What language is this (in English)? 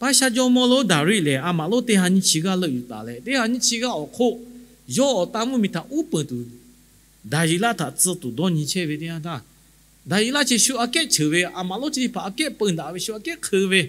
Lahu